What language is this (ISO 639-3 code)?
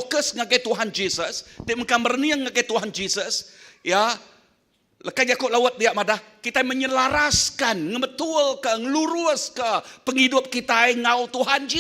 iba